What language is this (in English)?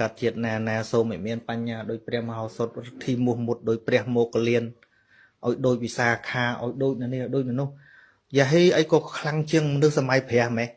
Khmer